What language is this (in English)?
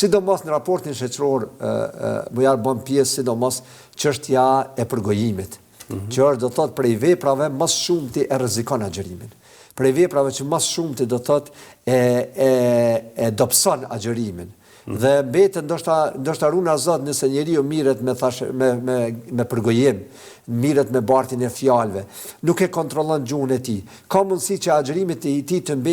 Albanian